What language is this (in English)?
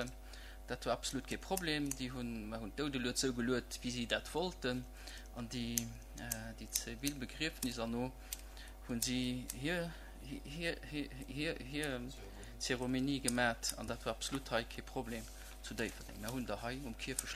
Luxembourgish